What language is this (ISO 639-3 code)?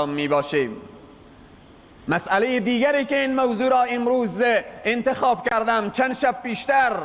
fas